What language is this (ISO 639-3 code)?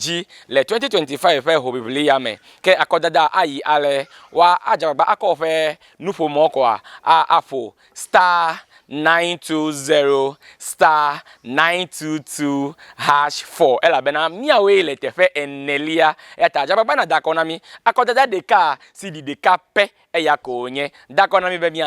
ewe